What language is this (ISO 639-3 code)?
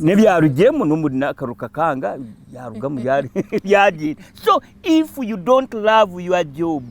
nyn